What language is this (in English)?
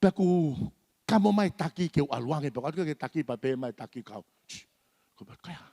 Tongan